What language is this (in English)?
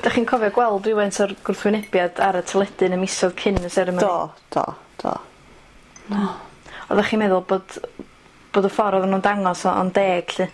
Welsh